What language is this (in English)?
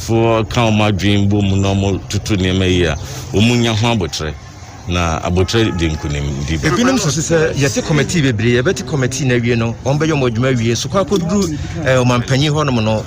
Akan